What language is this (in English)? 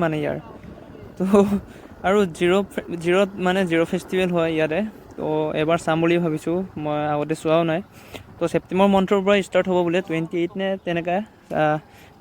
Assamese